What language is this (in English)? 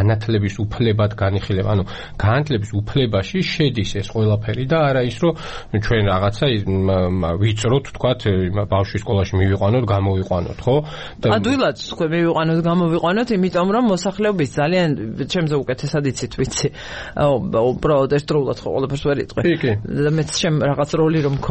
Georgian